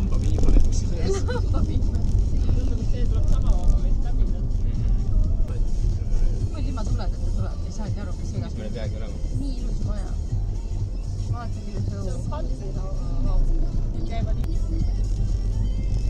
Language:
Estonian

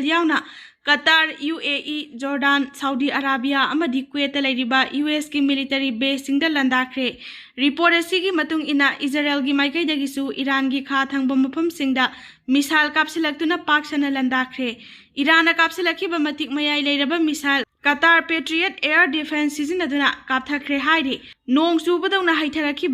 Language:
Manipuri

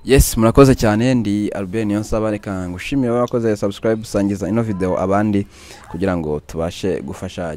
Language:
Kinyarwanda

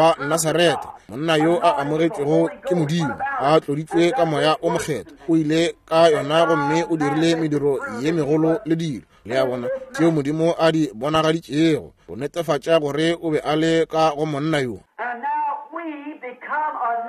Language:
Northern Sotho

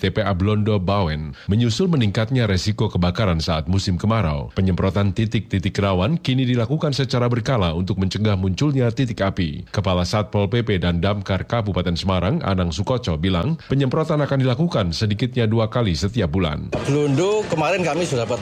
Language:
Indonesian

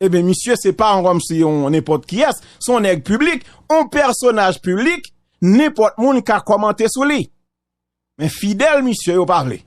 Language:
Haitian Creole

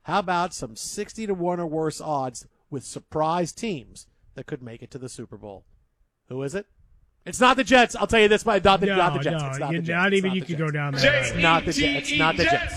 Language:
English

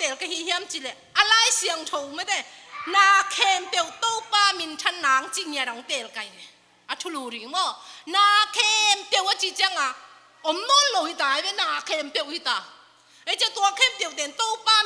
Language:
Tedim Chin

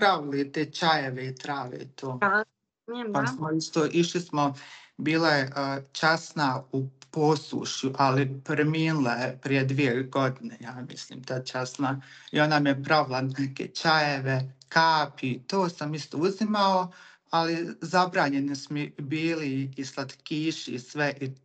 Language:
Bosnian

